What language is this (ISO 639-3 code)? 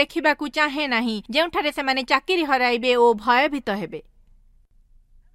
ori